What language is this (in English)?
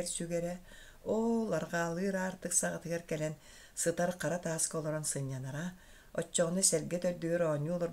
Yakut